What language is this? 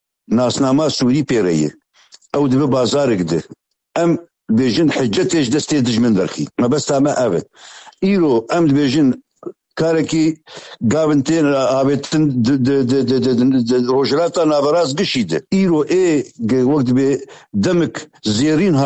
Kurdish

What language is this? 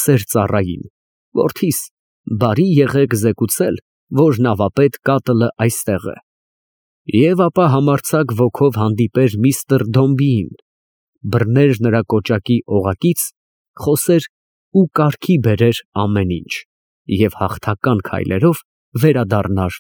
Armenian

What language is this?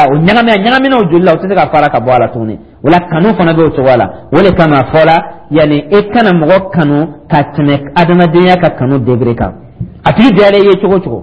Dyula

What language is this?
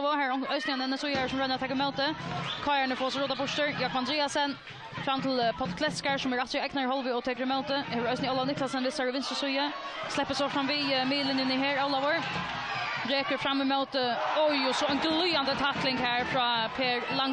Faroese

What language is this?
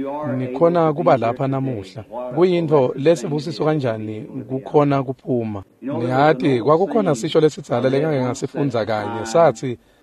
Swati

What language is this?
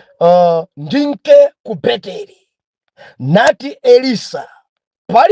Nyanja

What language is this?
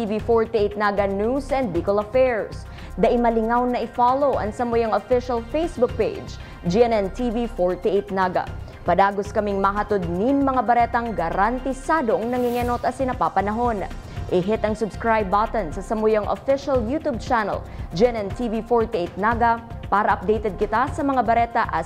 Bikol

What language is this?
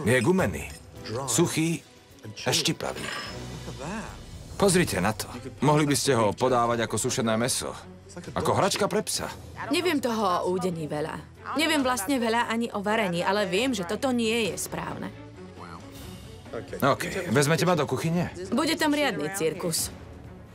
Slovak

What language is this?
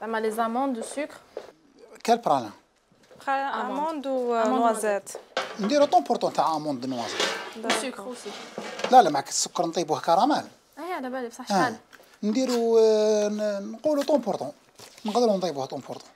Algerian Arabic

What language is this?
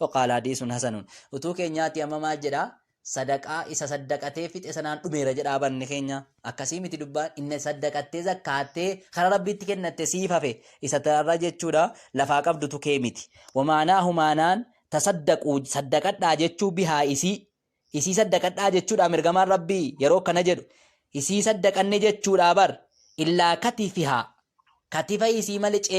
Oromo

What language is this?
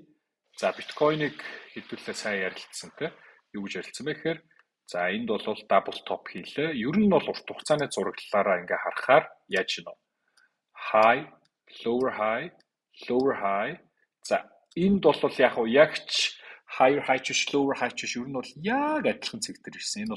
Mongolian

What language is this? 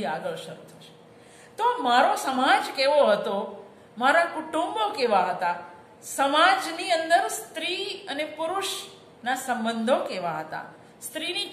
Gujarati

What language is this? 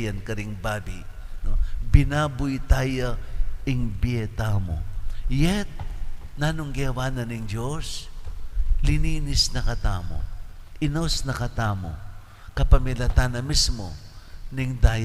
Pampanga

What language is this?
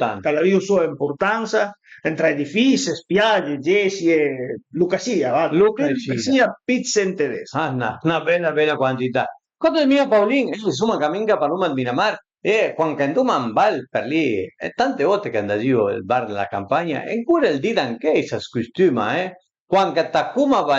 Piedmontese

